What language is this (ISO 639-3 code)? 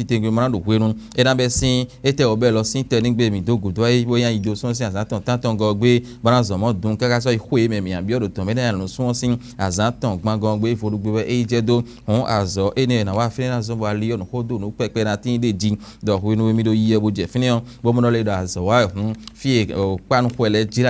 fon